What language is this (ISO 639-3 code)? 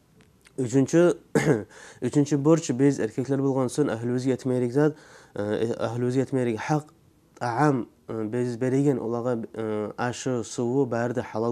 kum